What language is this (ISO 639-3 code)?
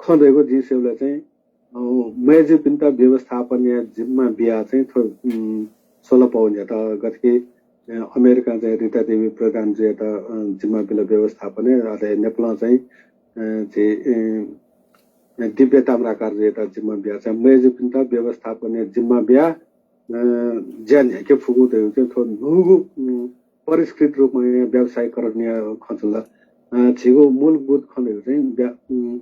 new